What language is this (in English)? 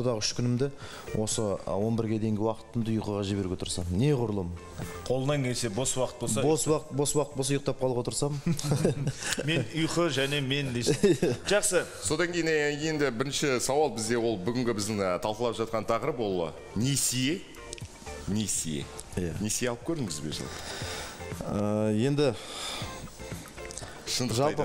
Kazakh